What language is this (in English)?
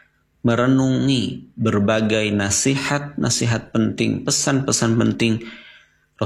Indonesian